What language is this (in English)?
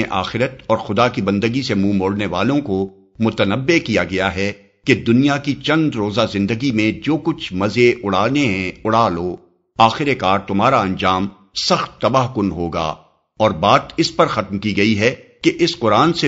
Urdu